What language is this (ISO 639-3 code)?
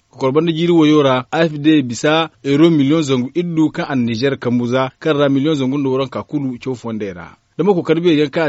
dje